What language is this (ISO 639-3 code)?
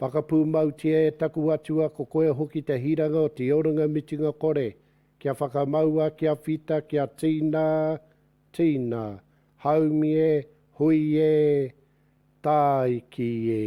mri